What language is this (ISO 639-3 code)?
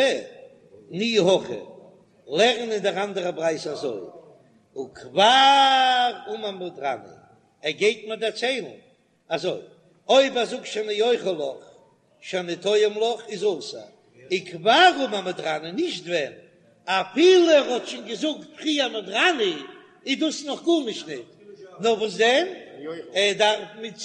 yid